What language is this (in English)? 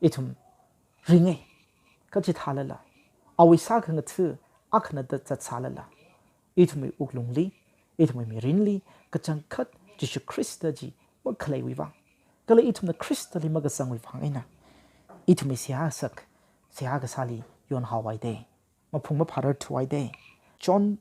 Tangkhul Naga (India)